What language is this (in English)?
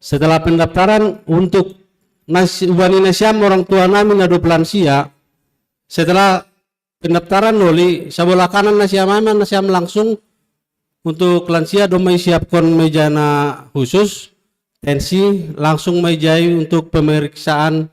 Batak Simalungun